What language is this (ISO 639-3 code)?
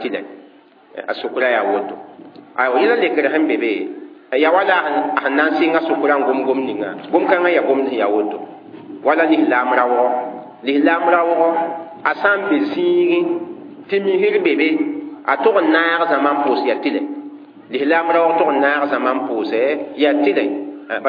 mos